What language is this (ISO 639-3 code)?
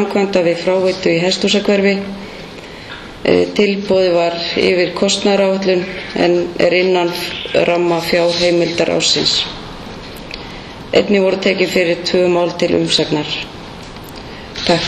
isl